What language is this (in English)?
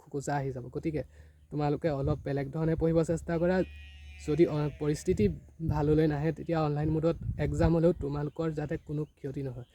Assamese